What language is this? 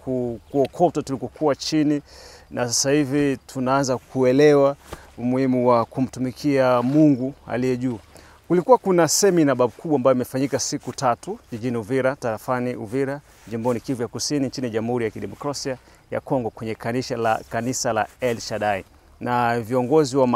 Swahili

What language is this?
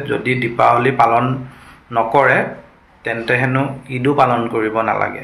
Assamese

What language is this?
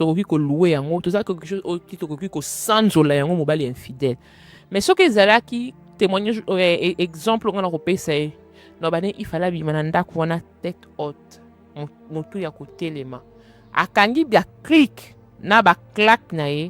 Lingala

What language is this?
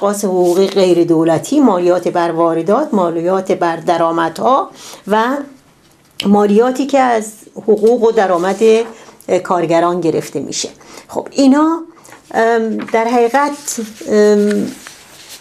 Persian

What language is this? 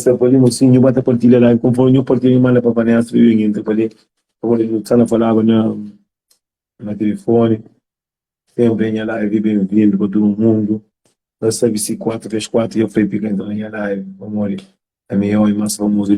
Kabuverdianu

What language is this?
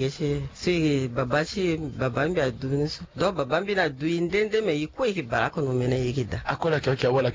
Sango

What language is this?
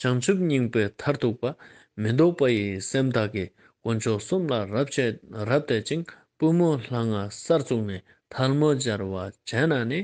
Ladakhi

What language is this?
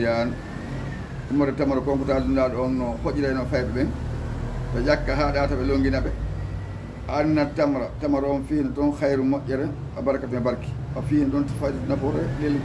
Fula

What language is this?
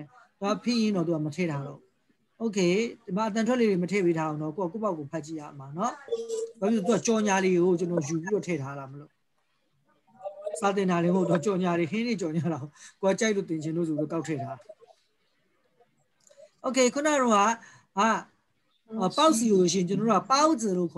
Burmese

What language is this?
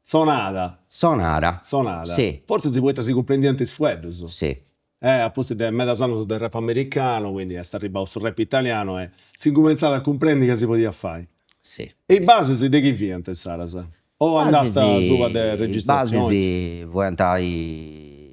Sardinian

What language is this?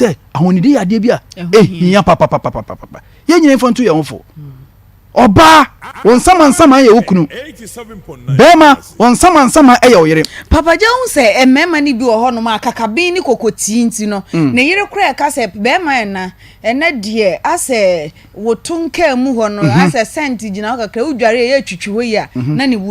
Akan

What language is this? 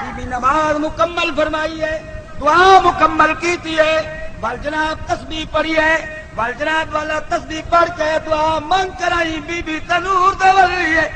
Saraiki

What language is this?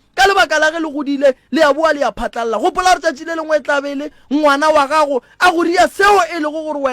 Northern Sotho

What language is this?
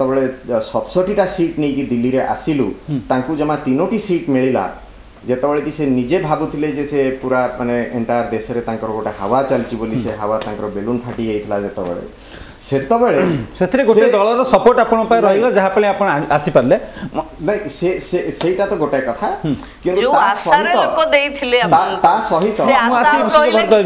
Odia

